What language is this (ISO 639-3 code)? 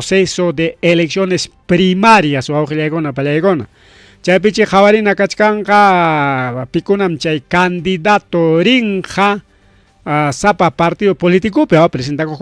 quy